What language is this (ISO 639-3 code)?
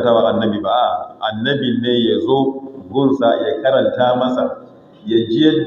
hau